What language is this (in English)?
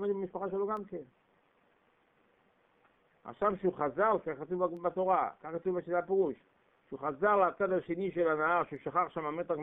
Hebrew